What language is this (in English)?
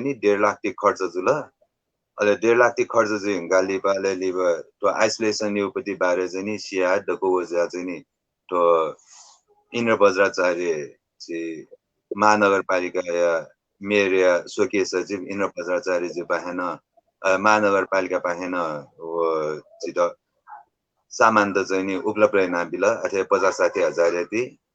Newari